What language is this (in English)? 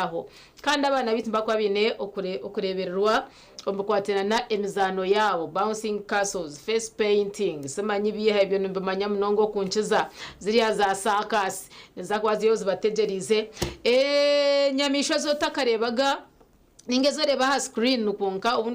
Nyankole